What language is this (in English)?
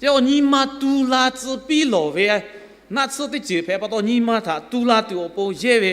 Lahu